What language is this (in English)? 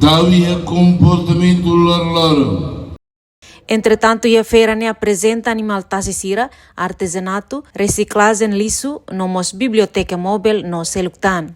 Tetum